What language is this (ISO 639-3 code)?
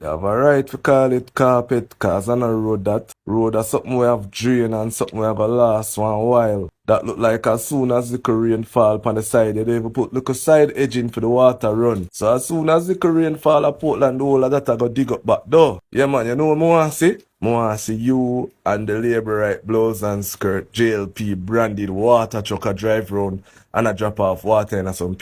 jam